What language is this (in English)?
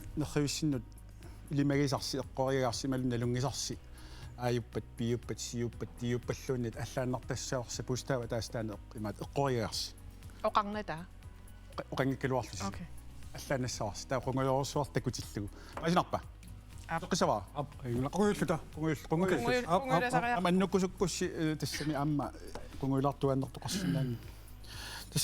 Kalaallisut